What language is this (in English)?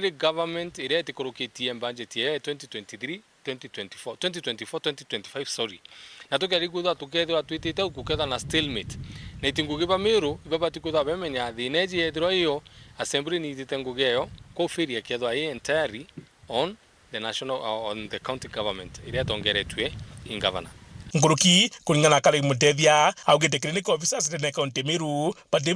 Meru